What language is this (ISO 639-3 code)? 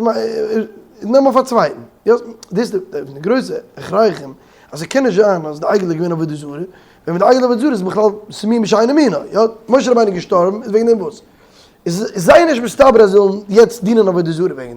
yid